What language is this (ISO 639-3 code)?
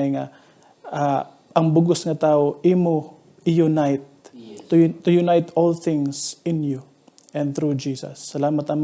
hil